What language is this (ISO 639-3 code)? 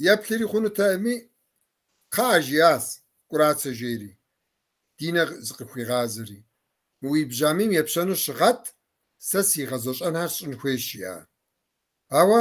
kbd